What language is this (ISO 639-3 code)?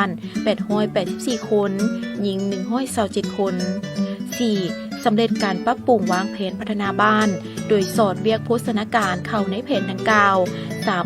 lao